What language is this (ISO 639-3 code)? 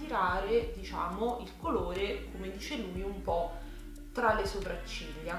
ita